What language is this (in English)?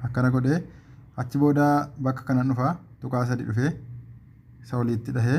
Oromo